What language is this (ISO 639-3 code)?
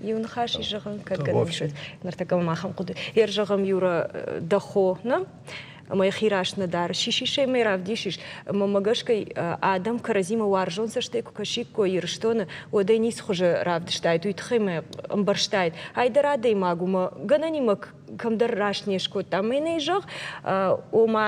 oss